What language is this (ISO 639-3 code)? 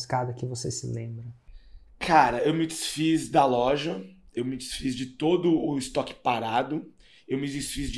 por